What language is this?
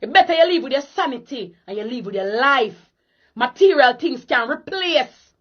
Jamaican Creole English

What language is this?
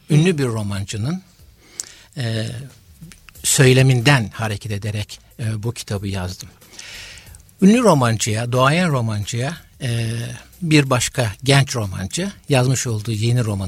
Turkish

